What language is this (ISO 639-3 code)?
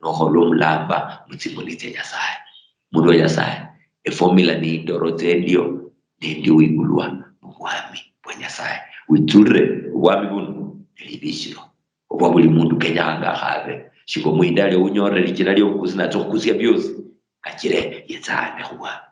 luy